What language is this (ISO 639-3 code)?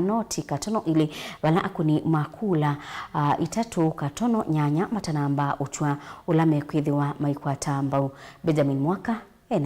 kam